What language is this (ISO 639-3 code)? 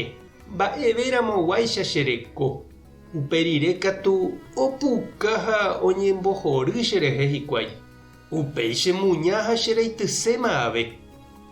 grn